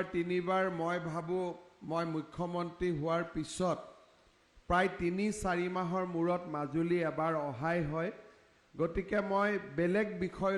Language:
Assamese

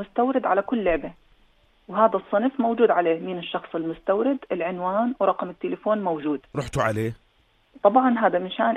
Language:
North Levantine Arabic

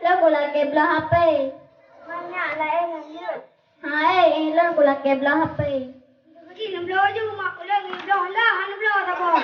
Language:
Achinese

